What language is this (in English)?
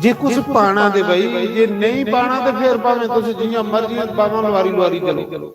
Dogri